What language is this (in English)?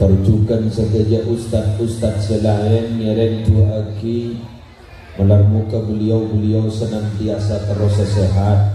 Madurese